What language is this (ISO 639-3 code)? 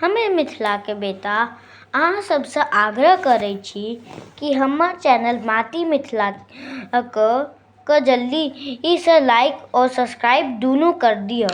mai